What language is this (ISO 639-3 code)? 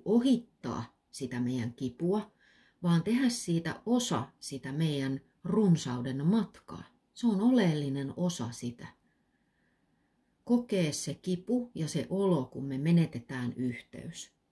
fin